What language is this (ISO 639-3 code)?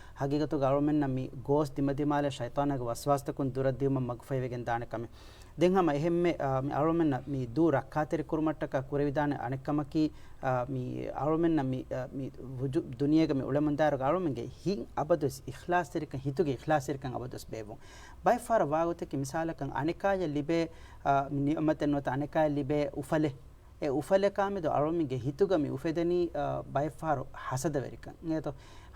div